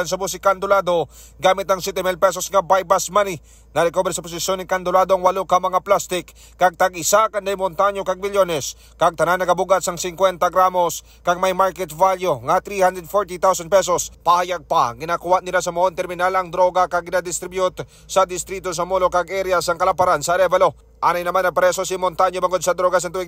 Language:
Hiligaynon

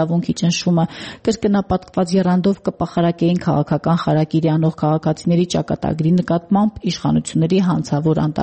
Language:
Armenian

